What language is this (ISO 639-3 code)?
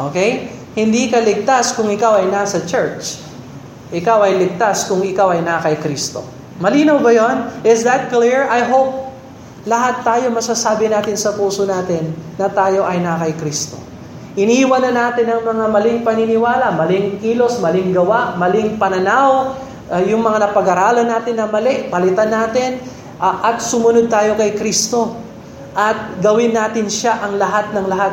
fil